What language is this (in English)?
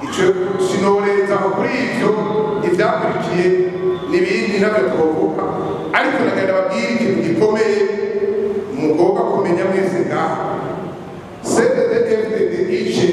Rundi